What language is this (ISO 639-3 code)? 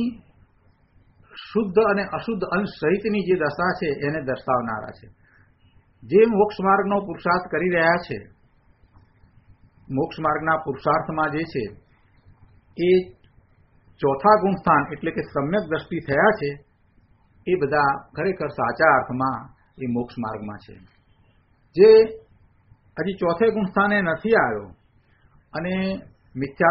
guj